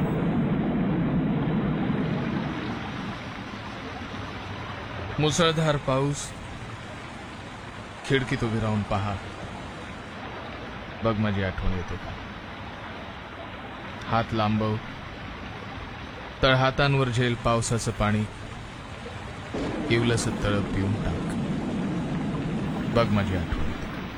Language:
Marathi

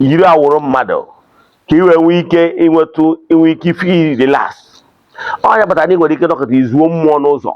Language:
Igbo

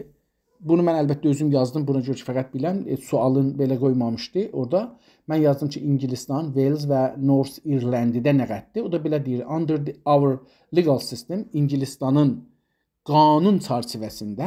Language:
South Azerbaijani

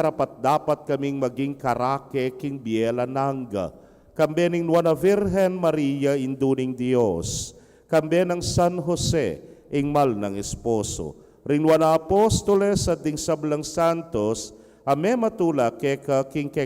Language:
Pampanga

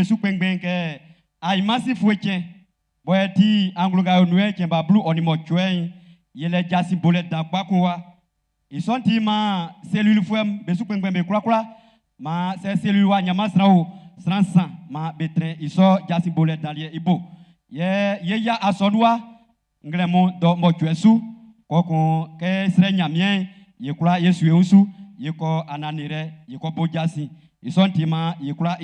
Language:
Baoulé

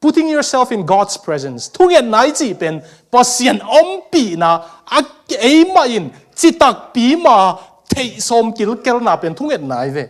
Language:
Tedim Chin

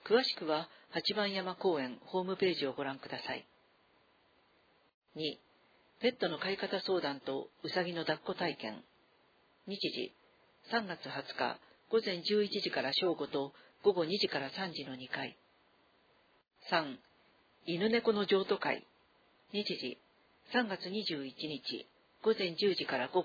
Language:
Japanese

